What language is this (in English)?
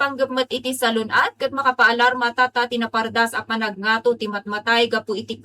Iloko